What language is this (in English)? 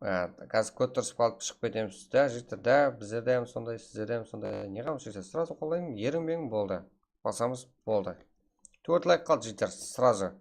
Kara-Kalpak